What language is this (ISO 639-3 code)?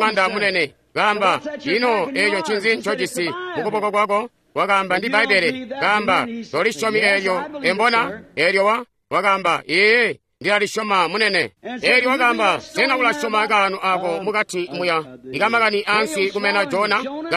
toi